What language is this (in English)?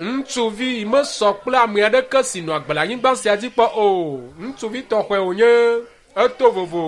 Ewe